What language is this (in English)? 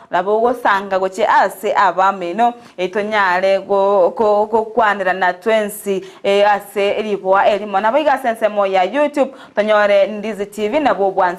Gusii